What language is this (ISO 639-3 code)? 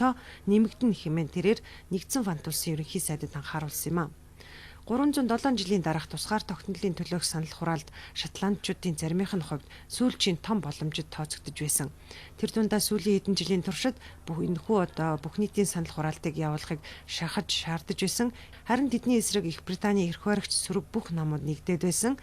mon